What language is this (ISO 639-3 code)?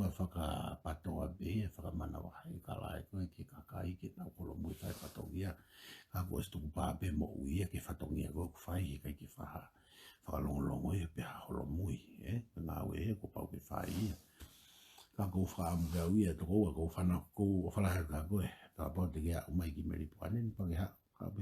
ton